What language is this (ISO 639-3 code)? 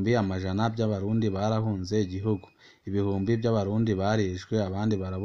run